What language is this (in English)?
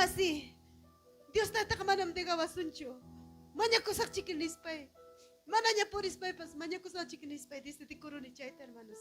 Ayacucho Quechua